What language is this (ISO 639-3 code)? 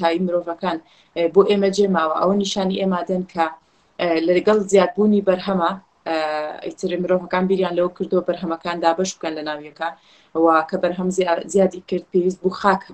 ckb